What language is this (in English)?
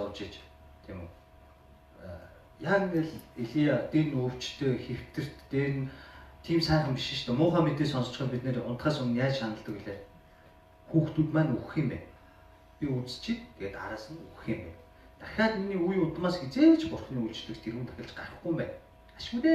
Mongolian